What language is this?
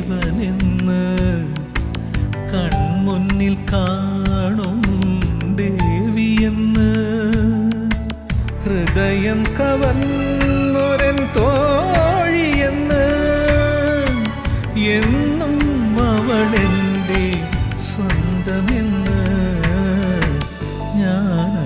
Malayalam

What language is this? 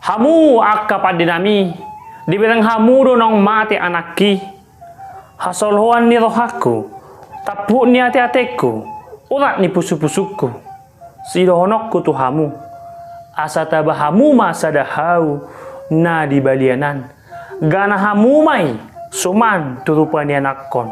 Batak Toba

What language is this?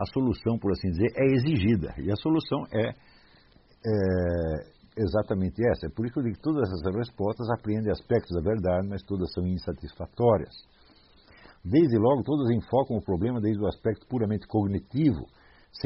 Portuguese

